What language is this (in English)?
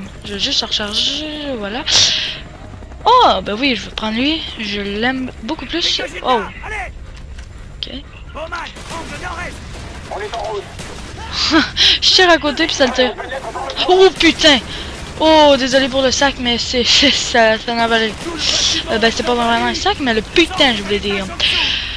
French